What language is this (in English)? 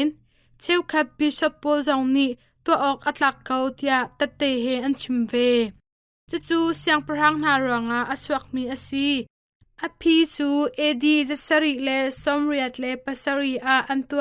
Hakha Chin